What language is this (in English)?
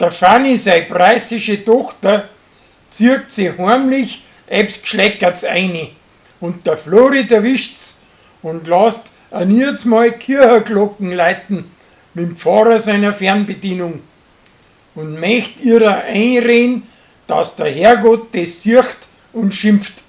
Bavarian